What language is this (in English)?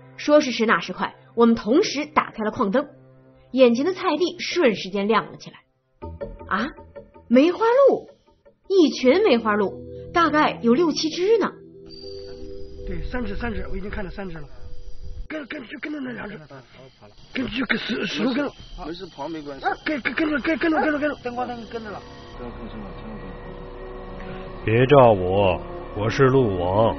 Chinese